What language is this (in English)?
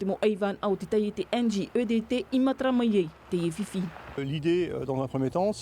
Tahitian